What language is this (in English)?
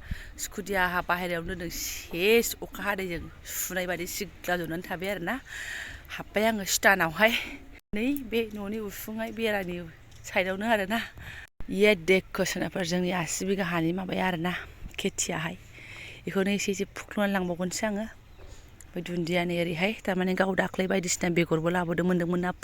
Bodo